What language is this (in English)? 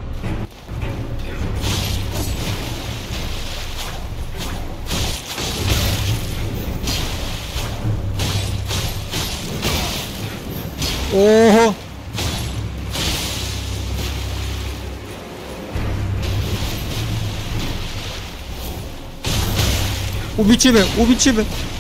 Croatian